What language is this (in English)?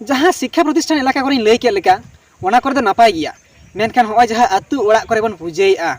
Santali